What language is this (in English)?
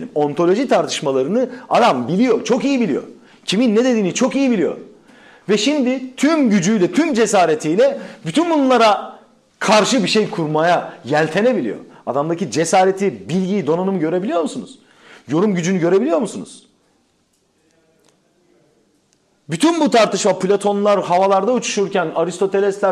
Turkish